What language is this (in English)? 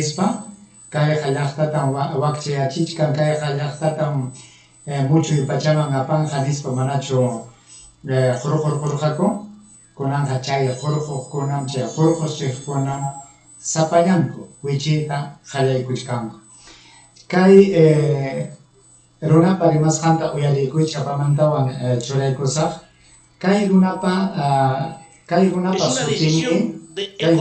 Ayacucho Quechua